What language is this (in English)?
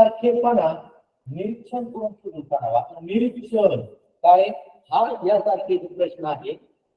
Marathi